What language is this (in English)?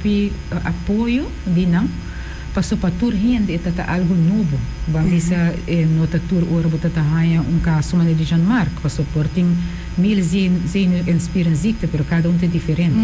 Papiamento